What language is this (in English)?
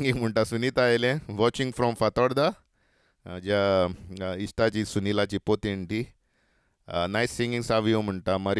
Konkani